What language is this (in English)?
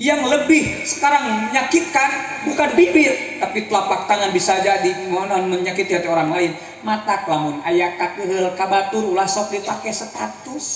Sundanese